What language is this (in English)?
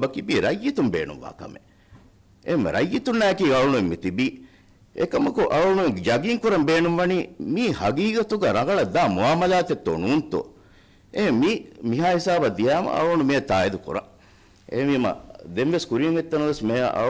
Divehi